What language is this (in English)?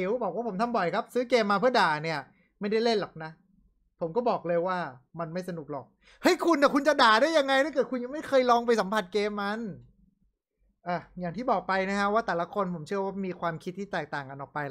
Thai